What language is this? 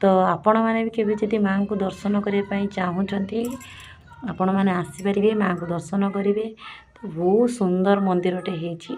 Odia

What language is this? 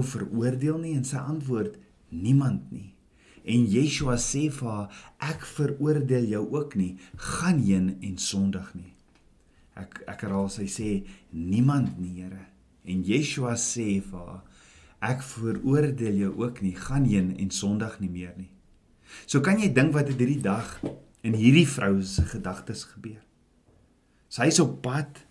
Afrikaans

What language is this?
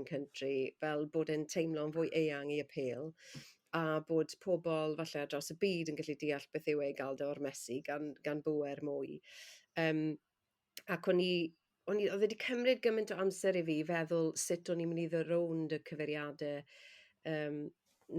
Welsh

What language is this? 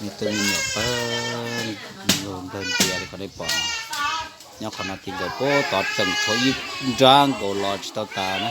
Hmong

